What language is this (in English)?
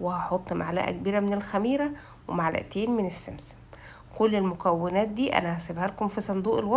Egyptian Arabic